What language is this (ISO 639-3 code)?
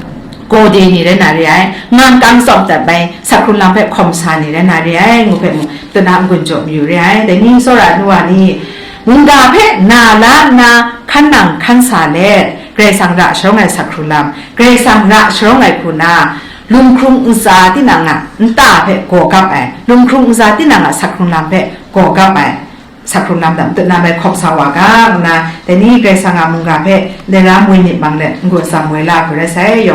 kac